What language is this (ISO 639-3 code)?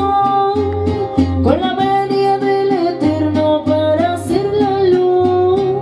spa